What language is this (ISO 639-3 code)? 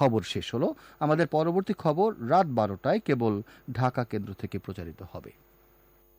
ben